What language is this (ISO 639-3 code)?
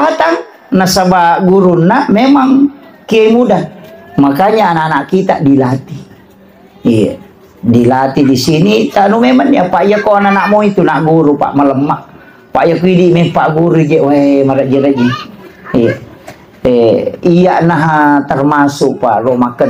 bug